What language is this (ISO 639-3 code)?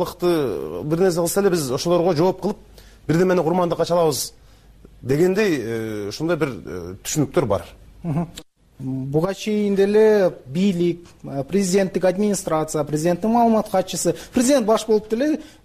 kir